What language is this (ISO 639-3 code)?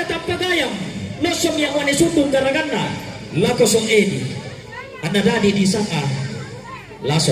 sda